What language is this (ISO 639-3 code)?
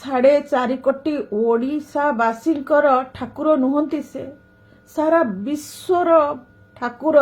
ori